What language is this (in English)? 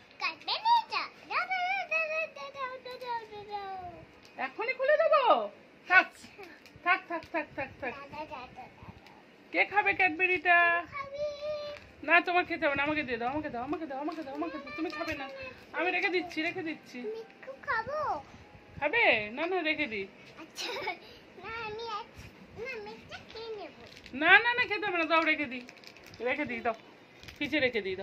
Bangla